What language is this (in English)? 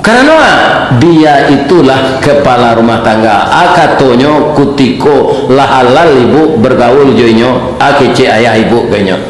Minangkabau